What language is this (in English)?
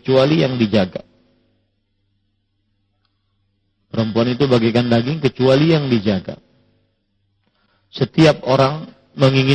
Indonesian